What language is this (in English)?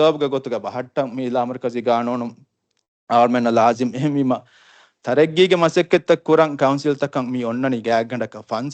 Divehi